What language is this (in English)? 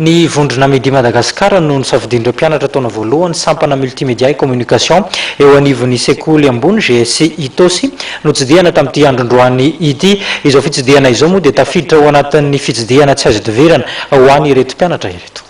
Malagasy